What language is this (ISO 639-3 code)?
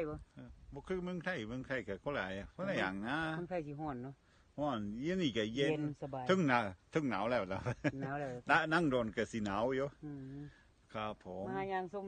tts